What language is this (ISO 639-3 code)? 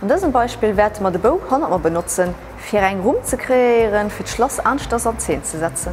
ltz